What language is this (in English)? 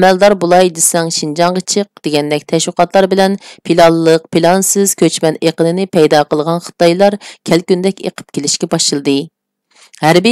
Uyghur